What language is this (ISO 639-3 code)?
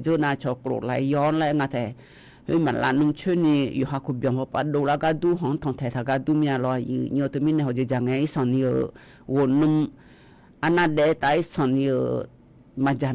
ahk